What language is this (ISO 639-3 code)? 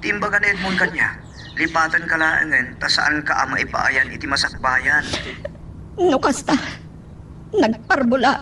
ilo